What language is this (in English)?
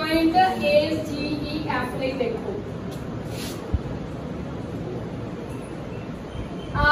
Punjabi